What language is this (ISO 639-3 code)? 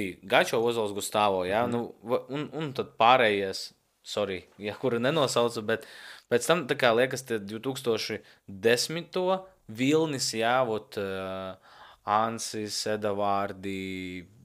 lav